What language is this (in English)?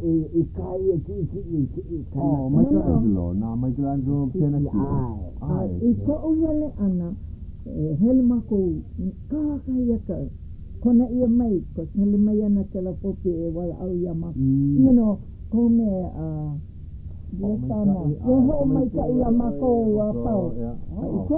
Hawaiian